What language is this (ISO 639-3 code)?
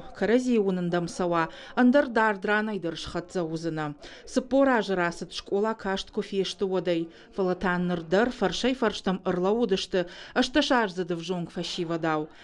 oss